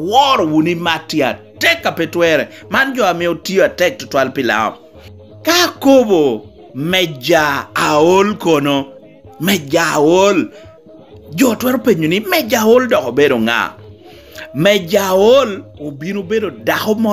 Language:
Lango (Uganda)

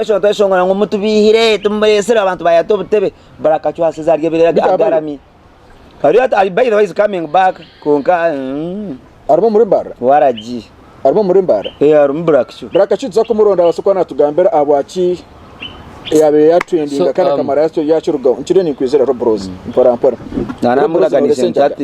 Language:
Nyankole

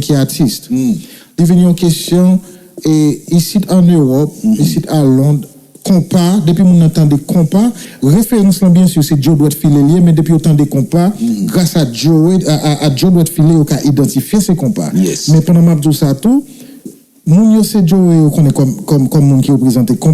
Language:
Haitian Creole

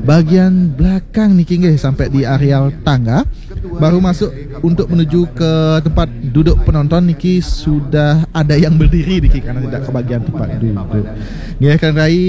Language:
Balinese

